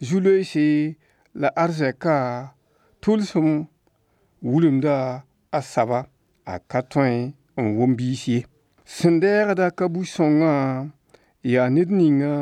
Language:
Mossi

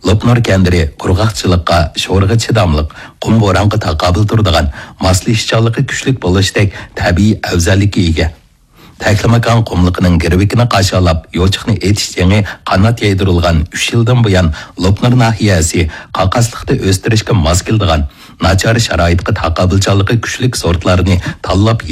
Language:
Uyghur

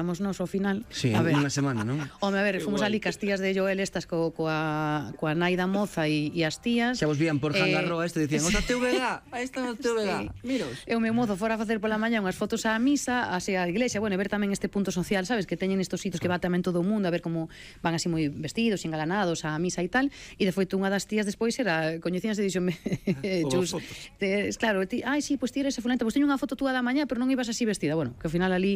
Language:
Galician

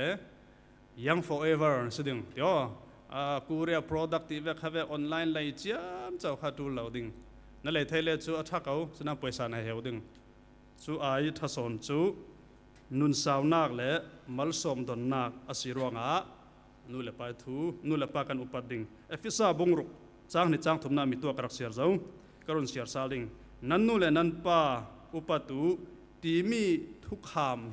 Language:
Falam Chin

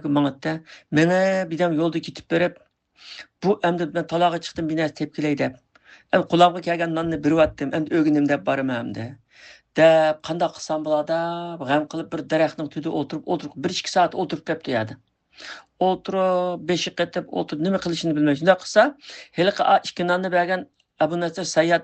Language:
Uyghur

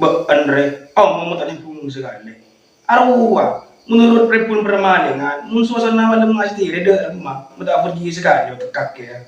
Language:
Madurese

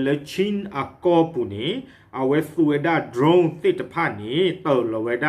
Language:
S'gaw Karen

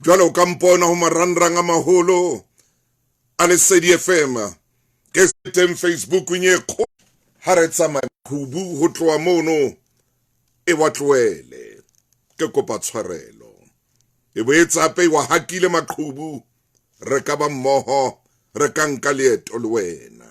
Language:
Southern Sotho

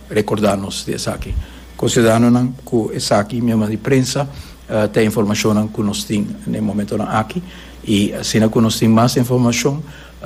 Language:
Papiamento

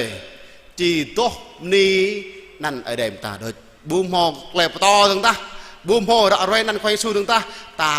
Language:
Jarai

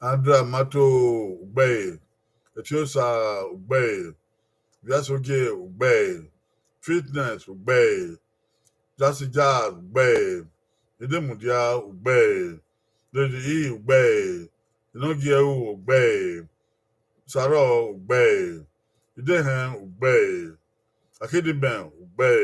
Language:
Bini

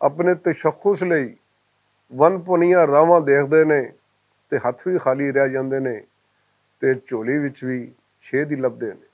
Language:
Western Panjabi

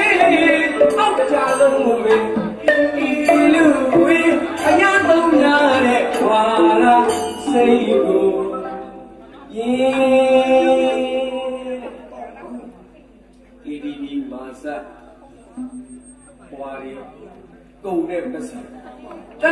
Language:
Burmese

